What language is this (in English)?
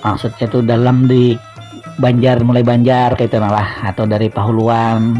Banjar